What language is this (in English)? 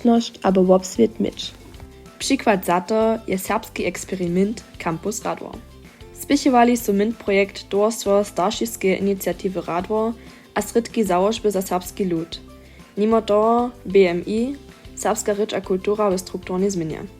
Upper Sorbian